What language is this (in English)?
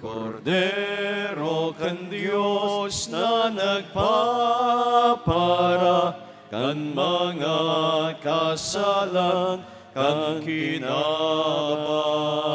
Bikol